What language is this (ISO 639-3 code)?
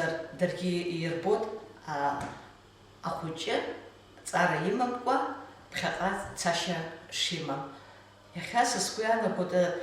abk